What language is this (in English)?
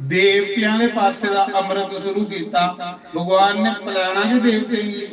Dogri